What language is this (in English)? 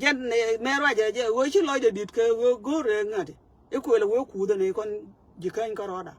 Nuer